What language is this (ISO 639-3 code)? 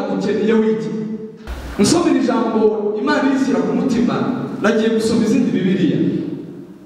kin